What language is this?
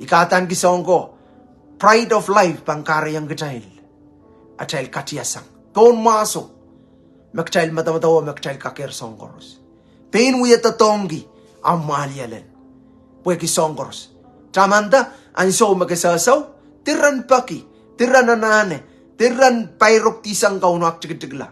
Pohnpeian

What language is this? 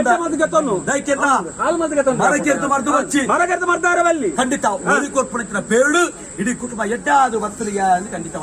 Tulu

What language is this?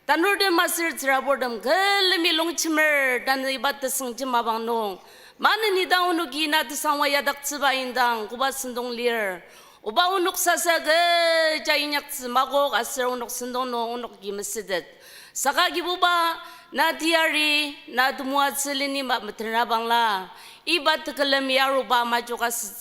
Ao Naga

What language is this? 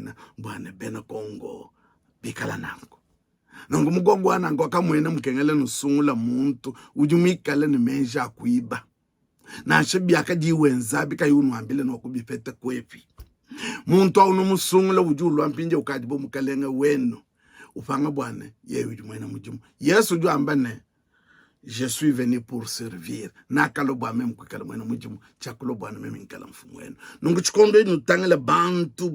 Luba-Lulua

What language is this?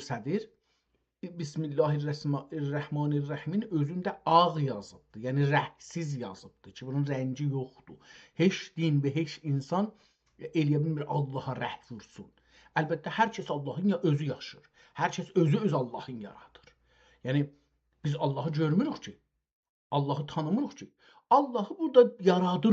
South Azerbaijani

